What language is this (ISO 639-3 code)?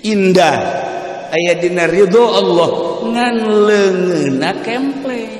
sun